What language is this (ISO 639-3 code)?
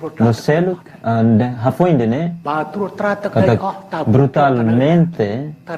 tet